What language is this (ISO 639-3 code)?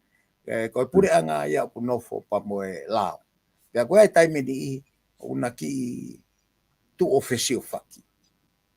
ton